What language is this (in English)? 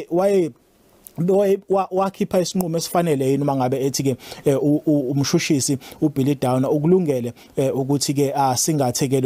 Zulu